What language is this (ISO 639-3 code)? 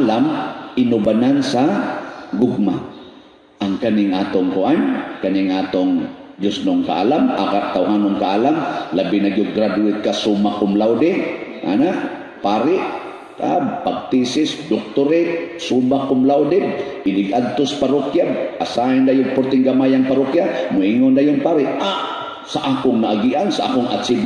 ceb